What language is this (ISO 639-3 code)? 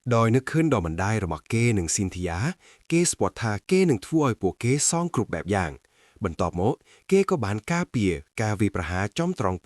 khm